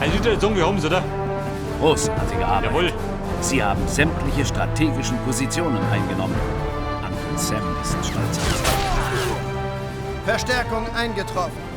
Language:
Bavarian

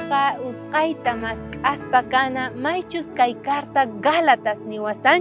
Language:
South Bolivian Quechua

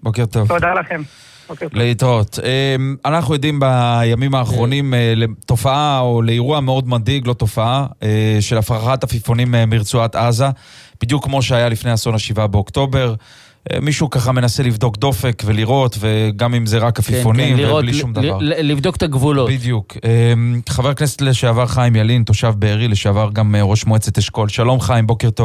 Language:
Hebrew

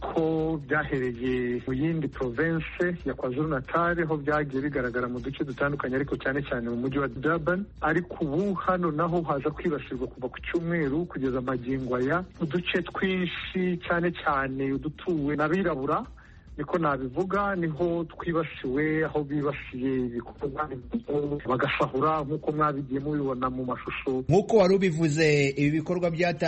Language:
Kinyarwanda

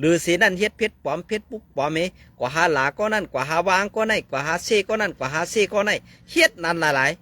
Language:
Shan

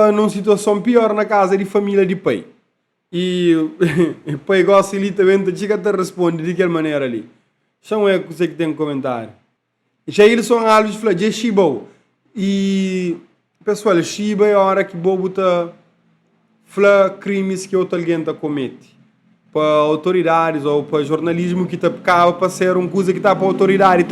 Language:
Kabuverdianu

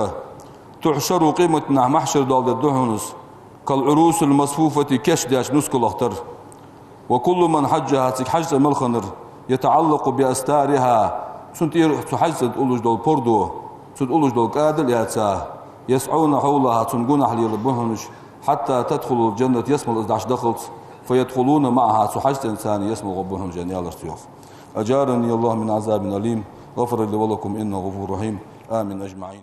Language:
Ingush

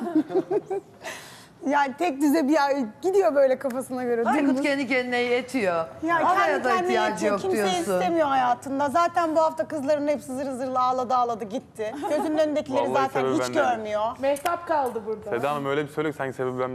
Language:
Turkish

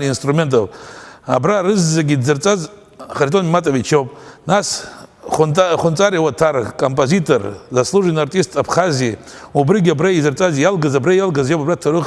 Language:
Abkhazian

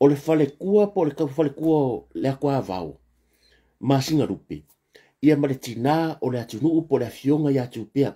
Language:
Samoan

